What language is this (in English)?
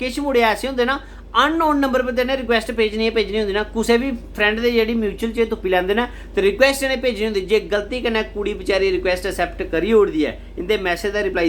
Dogri